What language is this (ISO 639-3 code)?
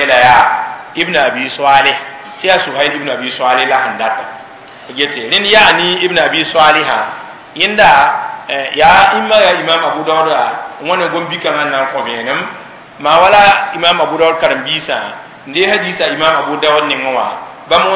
mos